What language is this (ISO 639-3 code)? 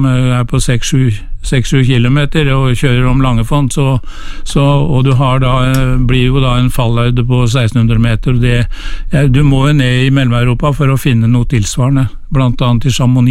nor